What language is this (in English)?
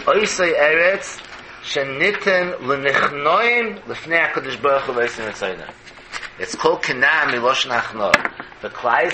Yiddish